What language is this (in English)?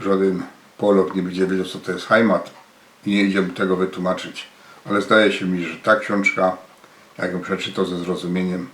Silesian